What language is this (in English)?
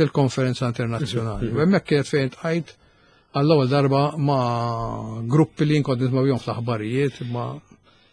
Maltese